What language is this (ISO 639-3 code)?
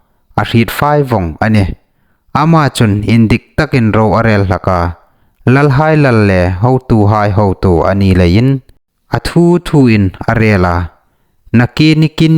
hmr